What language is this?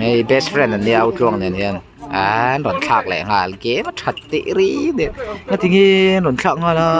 Mizo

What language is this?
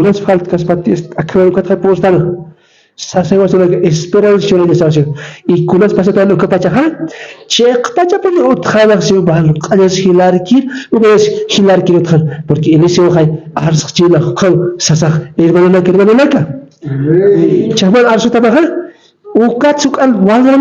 Aymara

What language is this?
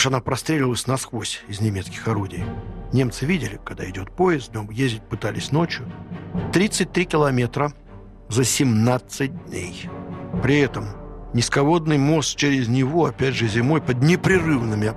Russian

